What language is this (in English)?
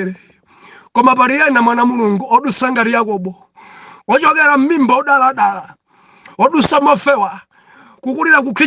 Nyanja